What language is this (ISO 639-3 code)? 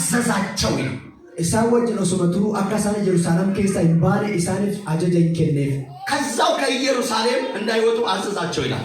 amh